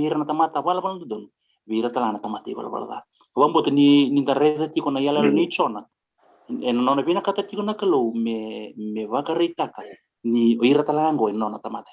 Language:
Fijian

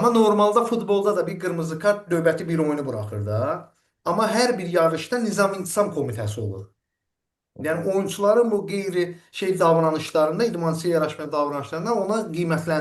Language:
Azerbaijani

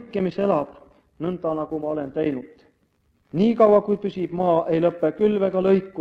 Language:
Estonian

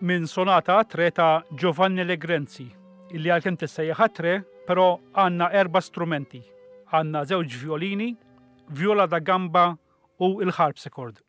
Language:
Maltese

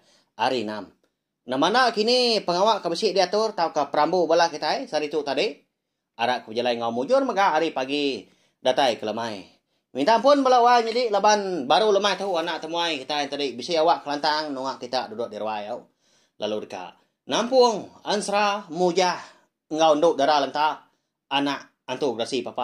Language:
Iban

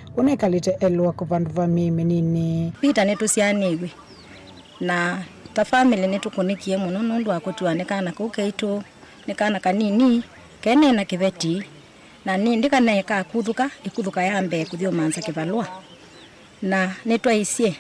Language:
Kamba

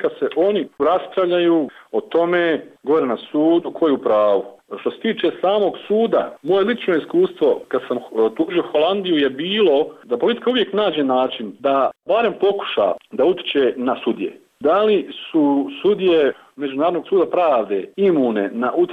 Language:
Bosnian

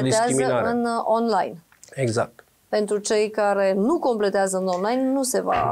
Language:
Romanian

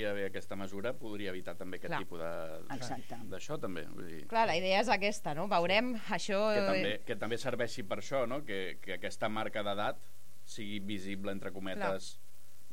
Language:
Catalan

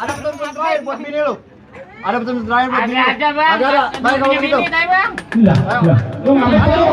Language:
Betawi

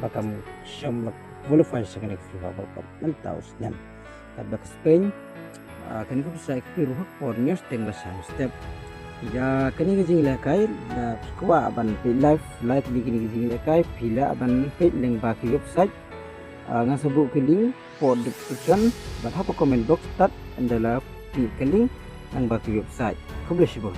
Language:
Khasi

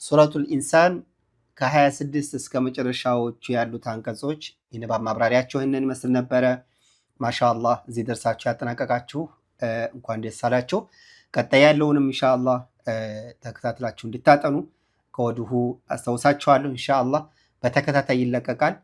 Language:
Amharic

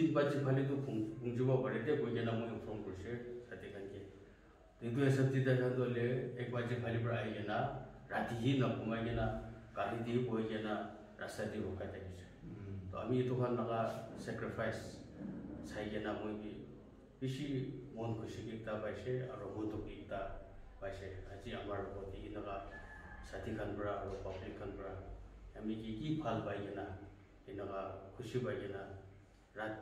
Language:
Naga Pidgin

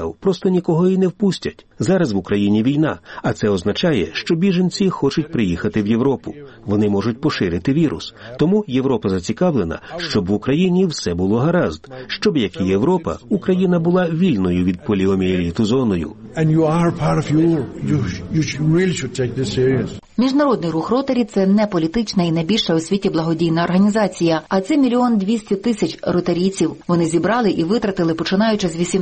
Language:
Ukrainian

